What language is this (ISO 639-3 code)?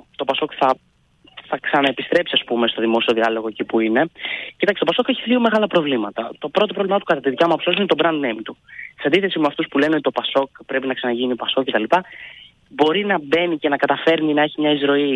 ell